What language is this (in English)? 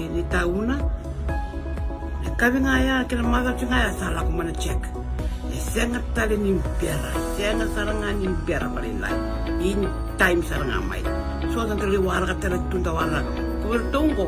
Fijian